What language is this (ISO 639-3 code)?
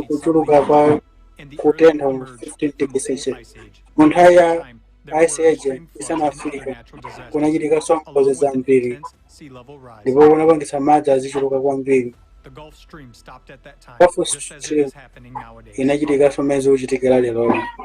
nya